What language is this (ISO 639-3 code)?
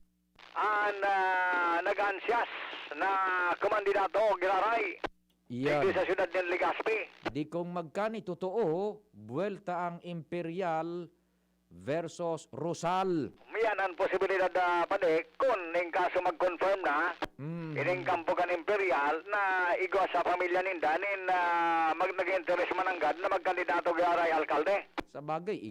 bik